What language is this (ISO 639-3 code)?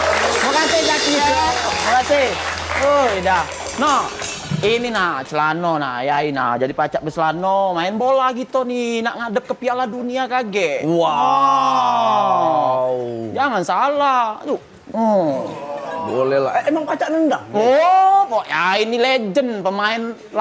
mui